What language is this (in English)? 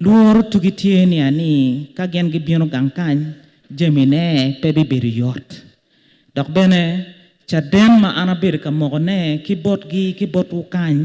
Acoli